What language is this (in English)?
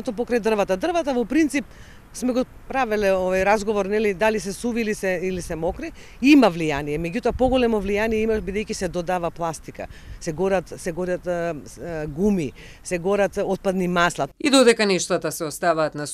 Macedonian